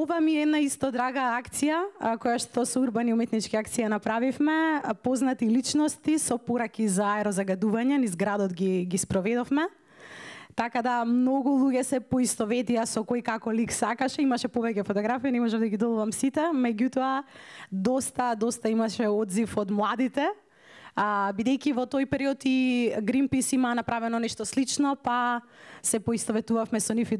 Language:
Macedonian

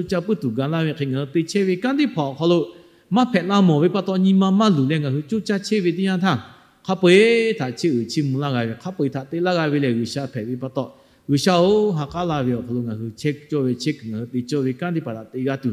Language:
Lahu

